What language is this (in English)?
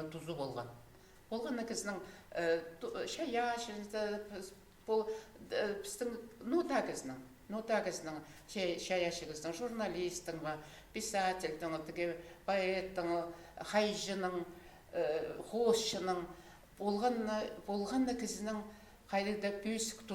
Khakas